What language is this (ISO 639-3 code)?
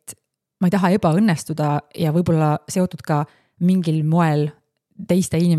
est